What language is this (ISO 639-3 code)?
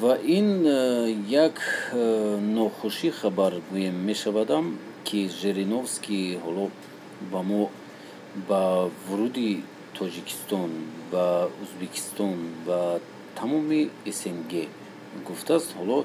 tgk